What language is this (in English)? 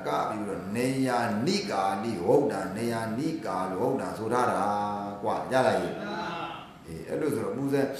Burmese